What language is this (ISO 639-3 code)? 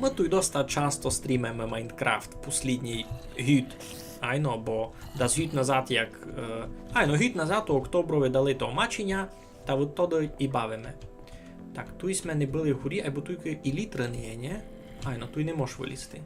rue